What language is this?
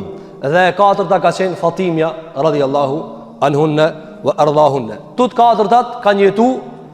Albanian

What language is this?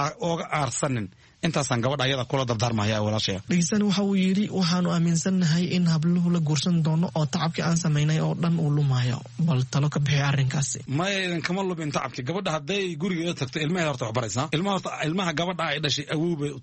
Somali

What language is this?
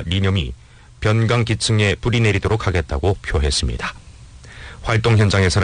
Korean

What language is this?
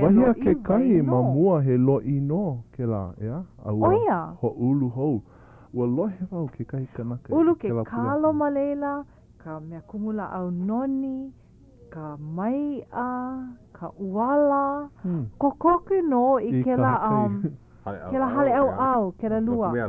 Hawaiian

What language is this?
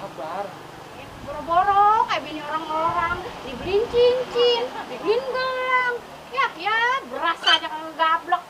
Betawi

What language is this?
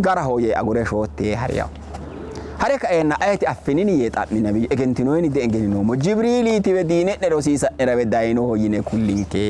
Sidamo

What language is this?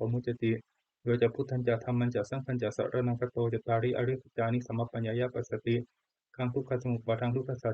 Pali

